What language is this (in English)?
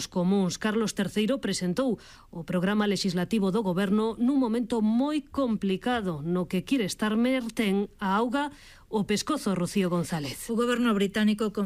Galician